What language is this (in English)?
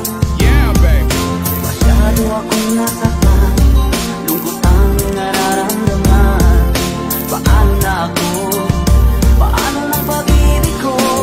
Filipino